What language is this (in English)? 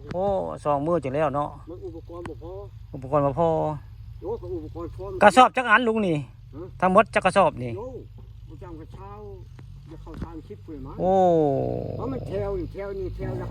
Northeastern Thai